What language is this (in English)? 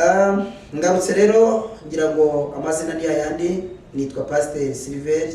Kinyarwanda